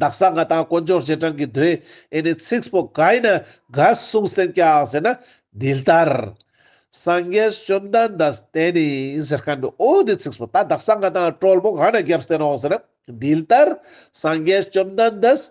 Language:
Ladakhi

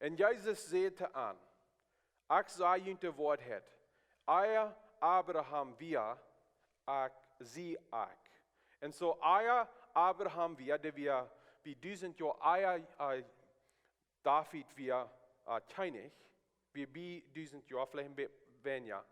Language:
Plautdietsch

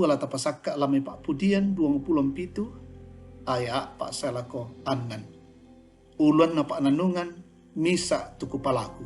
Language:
Toraja-Sa'dan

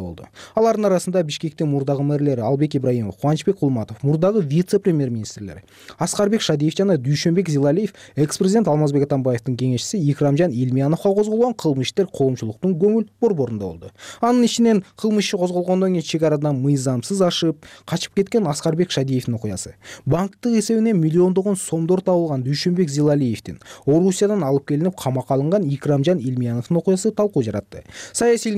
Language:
Kyrgyz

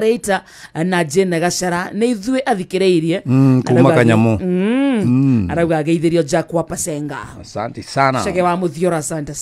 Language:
Kikuyu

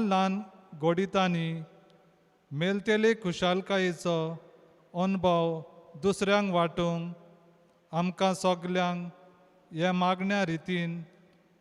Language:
Konkani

